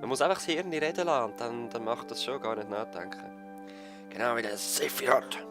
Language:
Swiss German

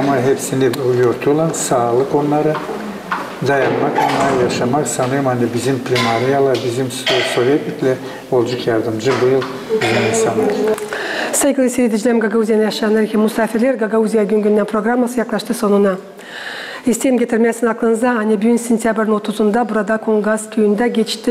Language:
Gagauz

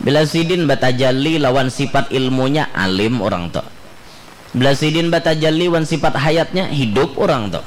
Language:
Banjar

